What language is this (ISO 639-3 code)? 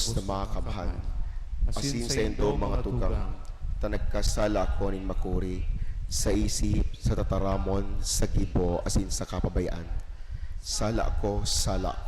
bik